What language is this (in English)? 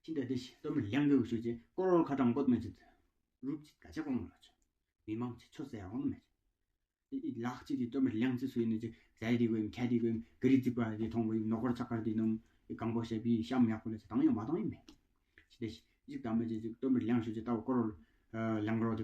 Tawang Monpa